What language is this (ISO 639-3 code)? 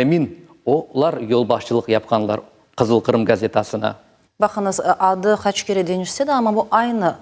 crh